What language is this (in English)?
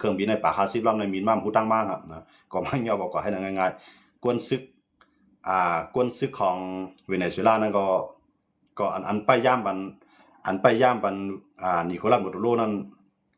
Shan